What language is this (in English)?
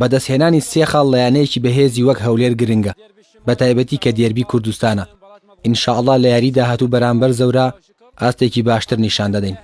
Central Kurdish